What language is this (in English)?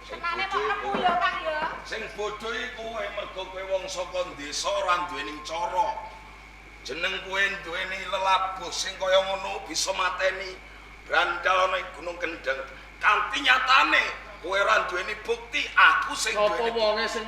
Javanese